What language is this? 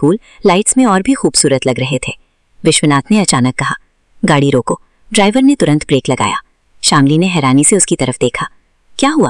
Hindi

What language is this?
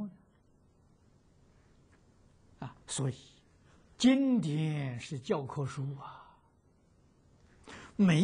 Chinese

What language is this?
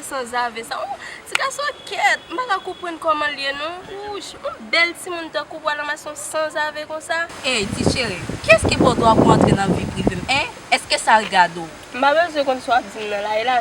Haitian Creole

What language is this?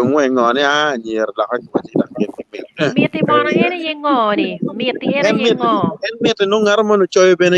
Acoli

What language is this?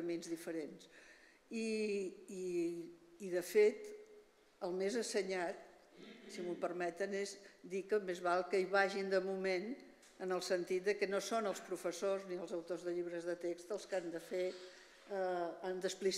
Catalan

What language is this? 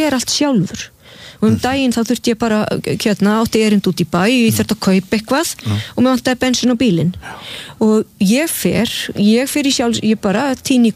Icelandic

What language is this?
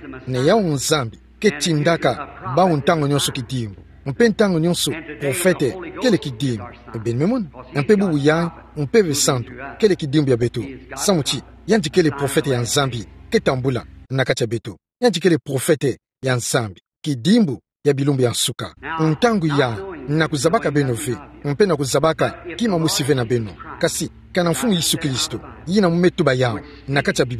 Kituba (Democratic Republic of Congo)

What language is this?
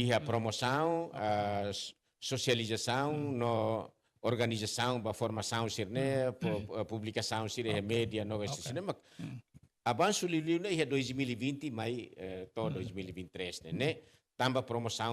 Tetum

